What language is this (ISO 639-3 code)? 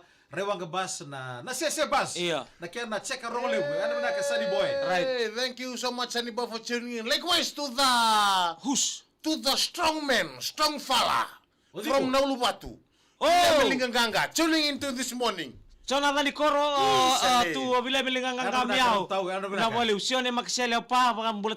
fij